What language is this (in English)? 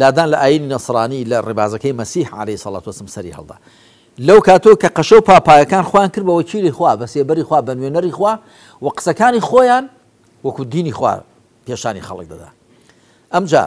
Central Kurdish